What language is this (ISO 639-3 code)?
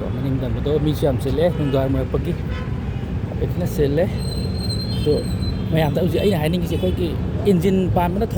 mni